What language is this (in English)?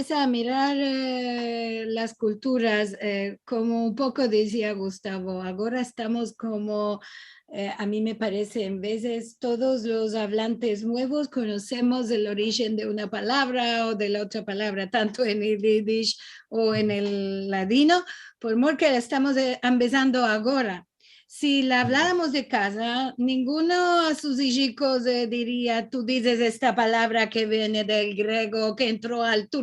Ladino